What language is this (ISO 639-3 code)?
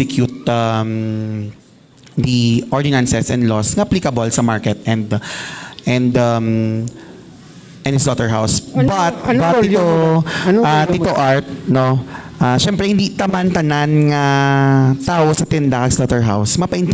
hil